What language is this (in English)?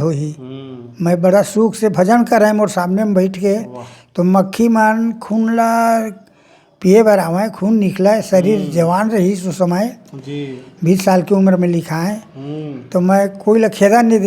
Chhattisgarhi